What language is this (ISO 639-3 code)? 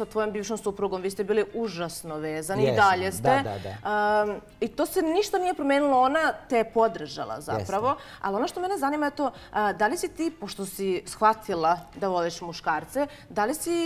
srp